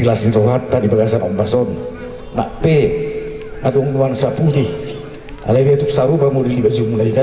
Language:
Batak Toba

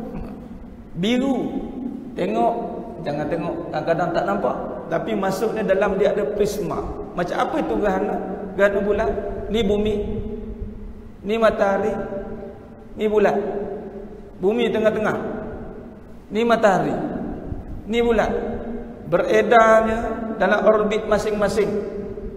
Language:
Malay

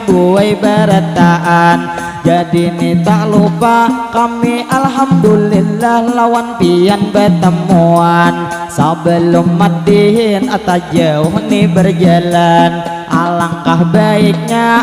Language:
Banjar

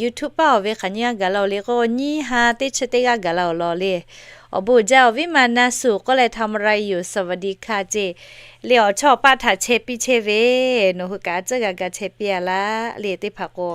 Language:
Lahu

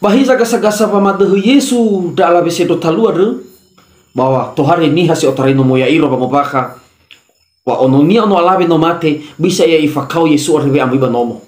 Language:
Nias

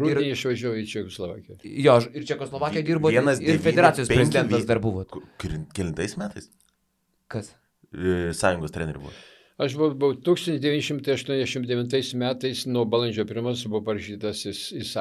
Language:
Lithuanian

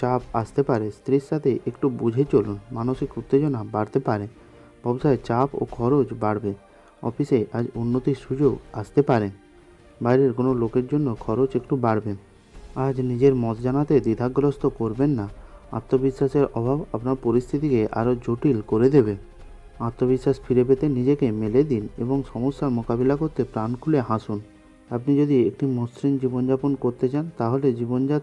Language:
Bangla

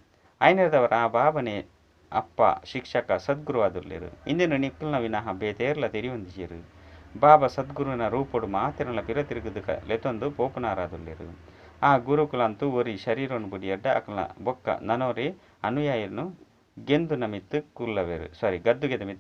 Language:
Tulu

